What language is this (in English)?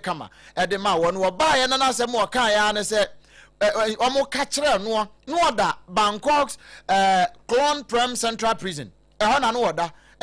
Akan